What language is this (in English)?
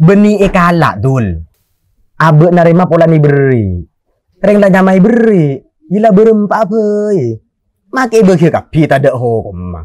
Madurese